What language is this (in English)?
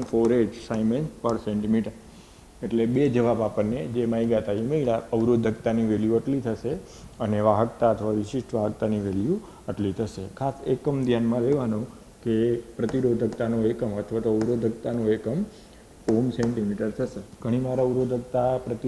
Gujarati